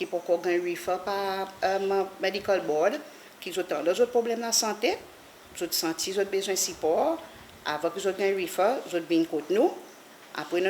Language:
Seselwa Creole French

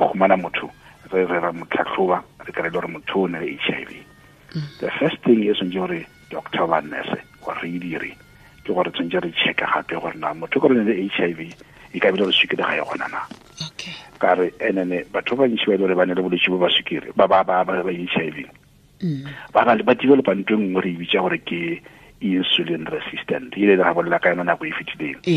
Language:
Tswana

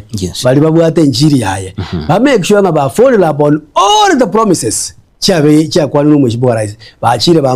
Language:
Gusii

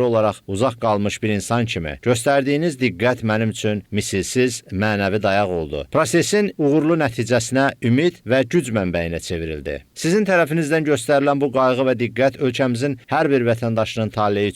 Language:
Azerbaijani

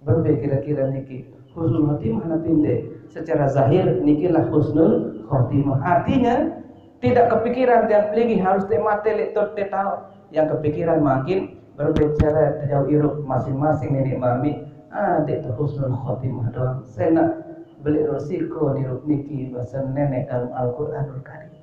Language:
Sasak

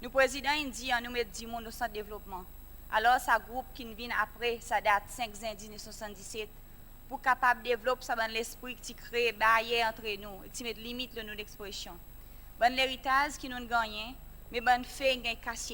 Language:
Seselwa Creole French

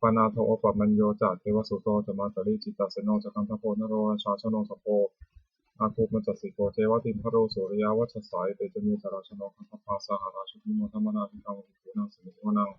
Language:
Pali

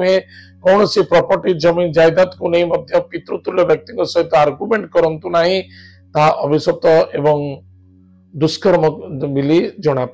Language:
Odia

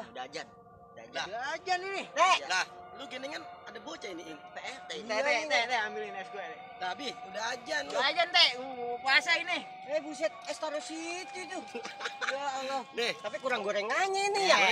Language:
Betawi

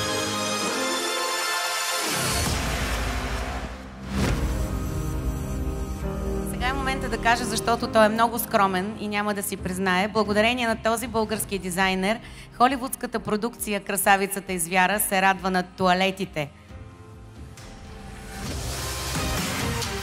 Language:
Bulgarian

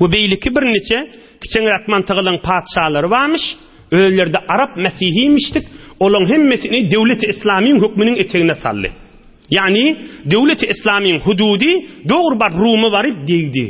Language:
Turkmen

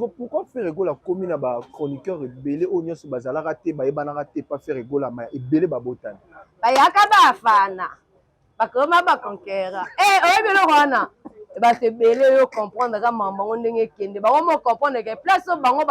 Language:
Lingala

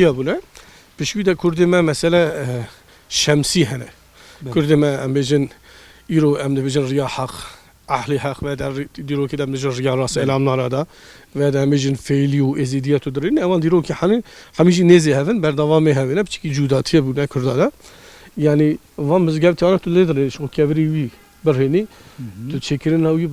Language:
Kurdish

